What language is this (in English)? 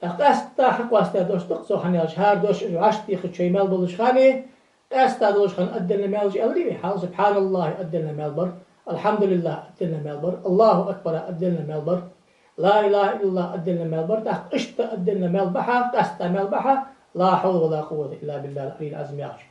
Ingush